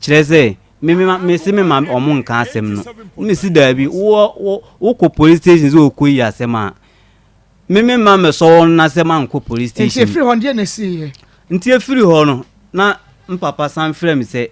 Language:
Akan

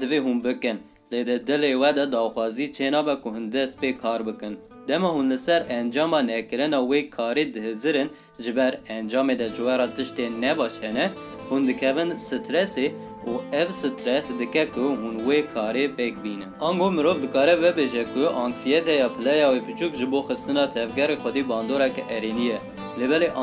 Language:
Kurdish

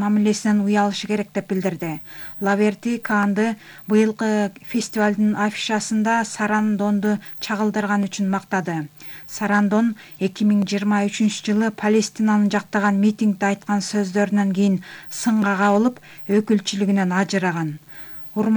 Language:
Kyrgyz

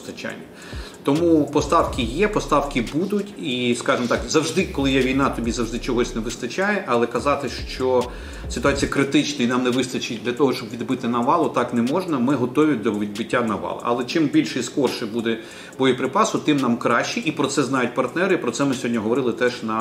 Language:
Ukrainian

